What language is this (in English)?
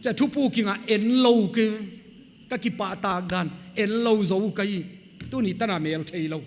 Paite Chin